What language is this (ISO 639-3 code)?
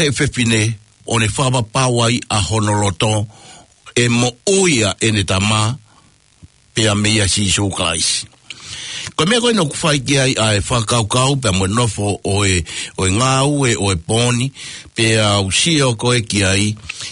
ton